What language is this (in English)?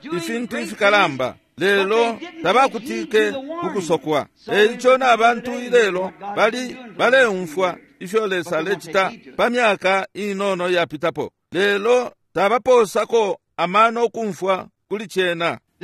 Bemba